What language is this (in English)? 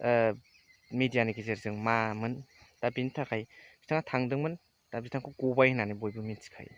Bodo